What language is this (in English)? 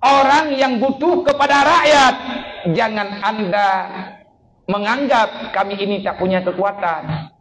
Achinese